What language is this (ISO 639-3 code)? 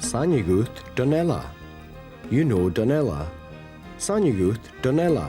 gla